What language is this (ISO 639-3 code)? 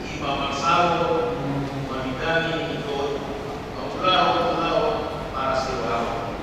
bbc